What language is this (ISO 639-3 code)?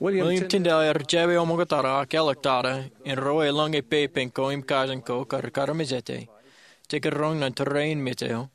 mah